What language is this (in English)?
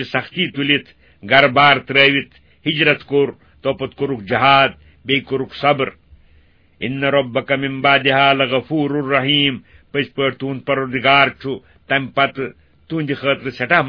Kashmiri